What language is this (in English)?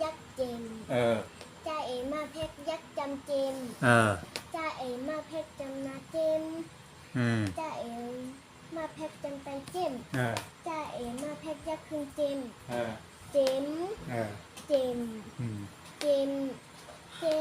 Shan